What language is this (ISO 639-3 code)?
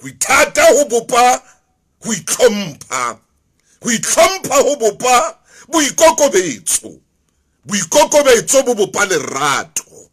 sot